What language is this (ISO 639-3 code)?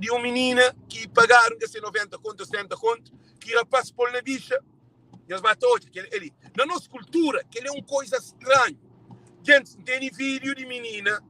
kea